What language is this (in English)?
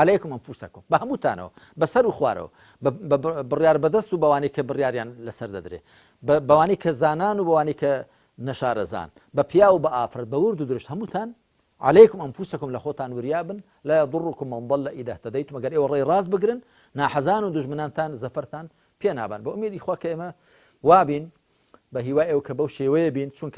Central Kurdish